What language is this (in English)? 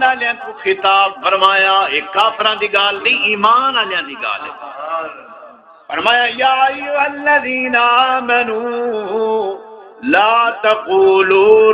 Saraiki